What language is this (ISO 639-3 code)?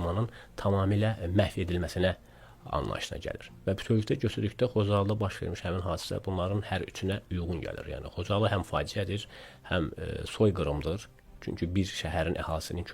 aze